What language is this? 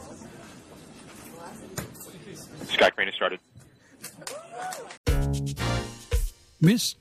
English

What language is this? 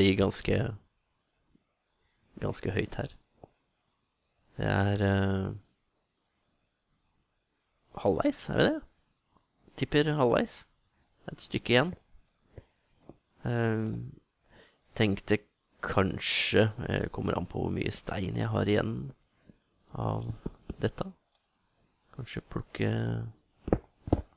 Norwegian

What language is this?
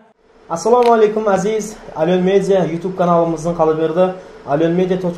Kara-Kalpak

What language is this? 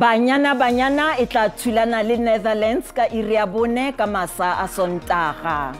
Tswana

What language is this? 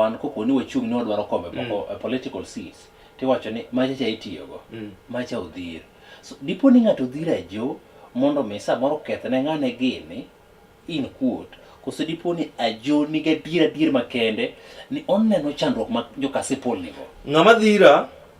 Luo (Kenya and Tanzania)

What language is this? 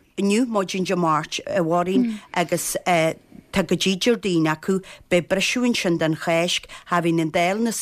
Irish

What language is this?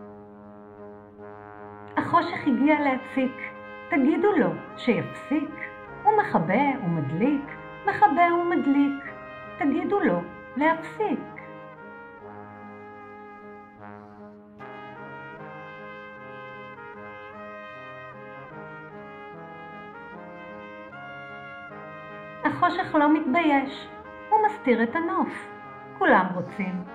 Hebrew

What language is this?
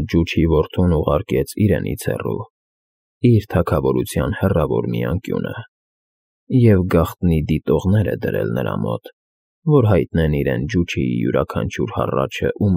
Armenian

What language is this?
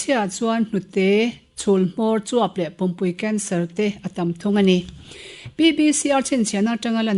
Mizo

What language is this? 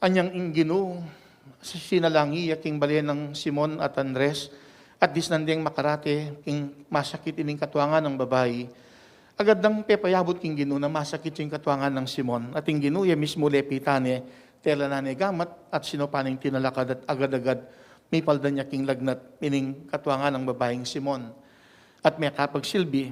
Pampanga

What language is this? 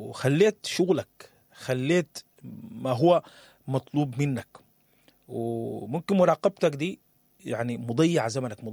Sudanese Arabic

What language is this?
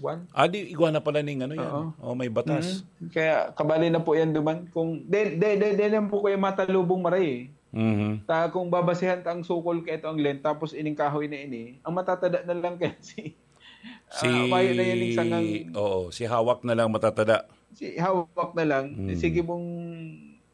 Bikol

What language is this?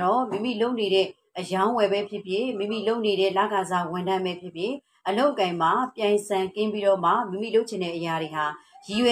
Burmese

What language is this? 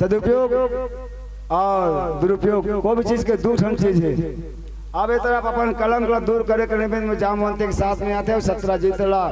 Chhattisgarhi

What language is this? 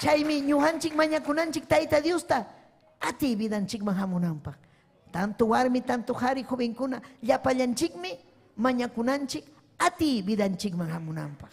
Ayacucho Quechua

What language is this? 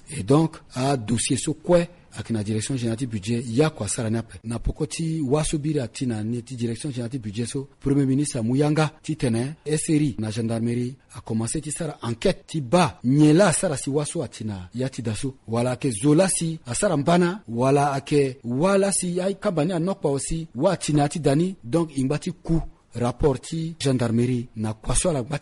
Sango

